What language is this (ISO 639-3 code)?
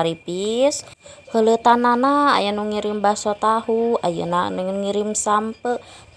sun